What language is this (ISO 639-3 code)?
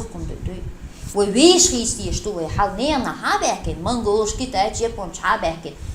che